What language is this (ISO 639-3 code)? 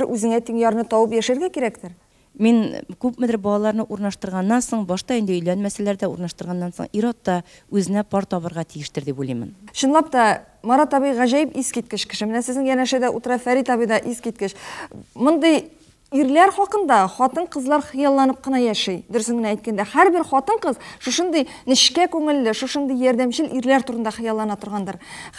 tat